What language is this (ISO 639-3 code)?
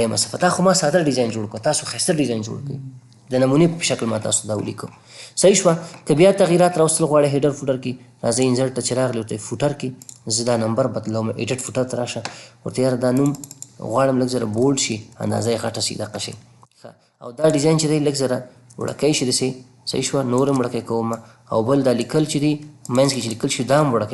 pus